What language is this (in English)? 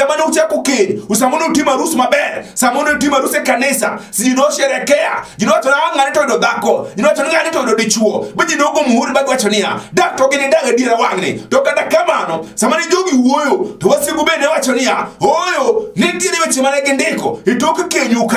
Luo (Kenya and Tanzania)